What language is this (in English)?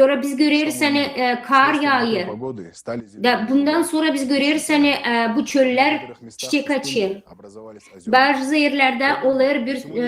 Gagauz